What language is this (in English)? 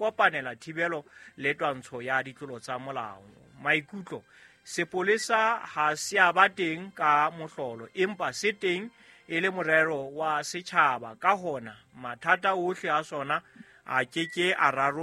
Southern Sotho